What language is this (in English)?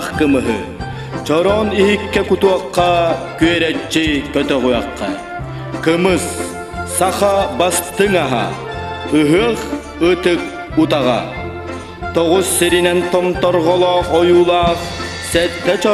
Yakut